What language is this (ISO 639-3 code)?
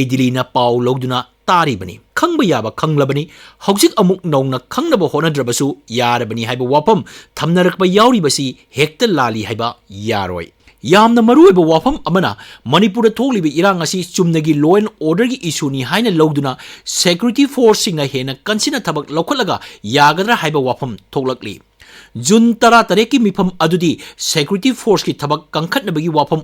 mni